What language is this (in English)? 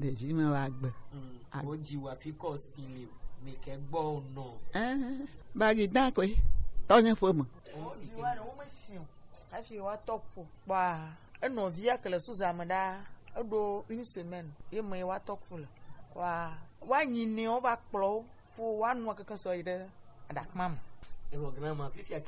Gen